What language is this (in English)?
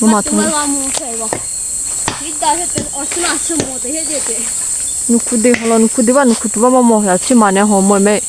Lahu Shi